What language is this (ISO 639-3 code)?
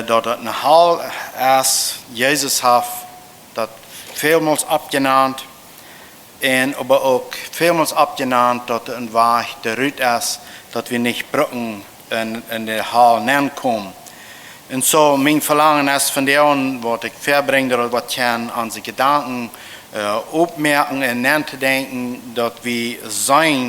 pdt